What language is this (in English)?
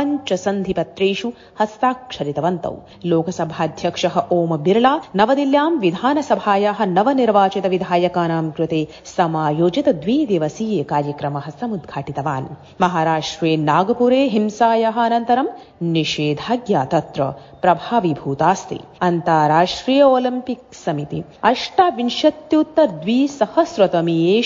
Sanskrit